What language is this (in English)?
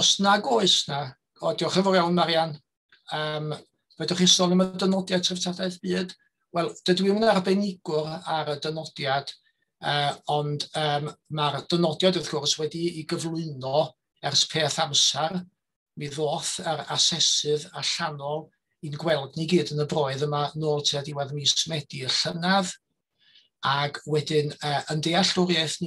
Welsh